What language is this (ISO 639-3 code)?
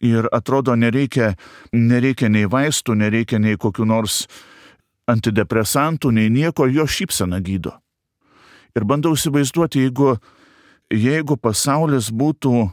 lit